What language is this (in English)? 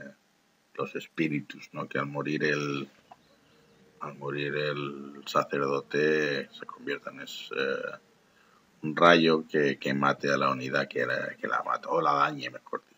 Spanish